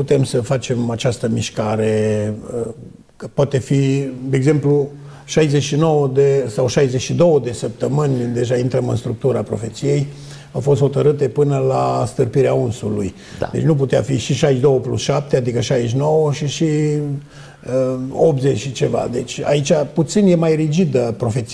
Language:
Romanian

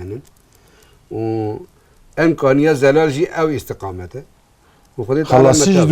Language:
Kurdish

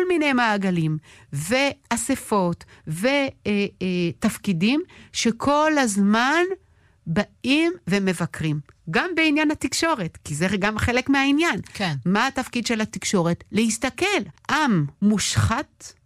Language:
Hebrew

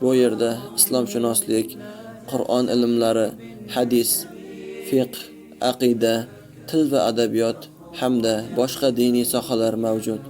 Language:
Uzbek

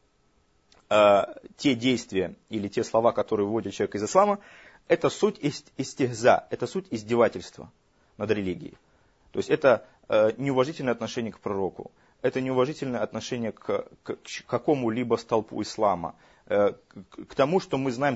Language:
Russian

